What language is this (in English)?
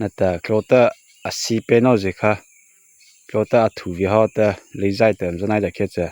Mara Chin